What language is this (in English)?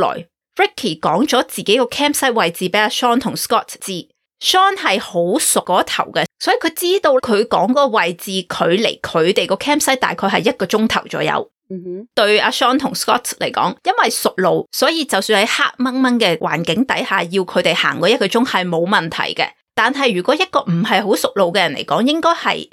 Cantonese